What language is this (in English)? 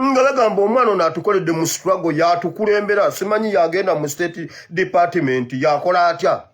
Ganda